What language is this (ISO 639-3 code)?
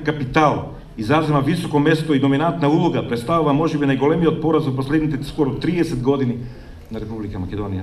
mkd